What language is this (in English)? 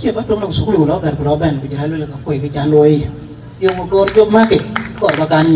Dinka